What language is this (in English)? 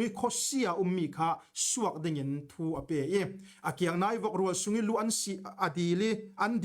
Falam Chin